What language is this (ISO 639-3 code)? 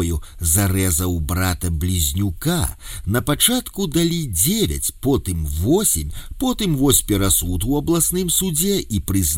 bel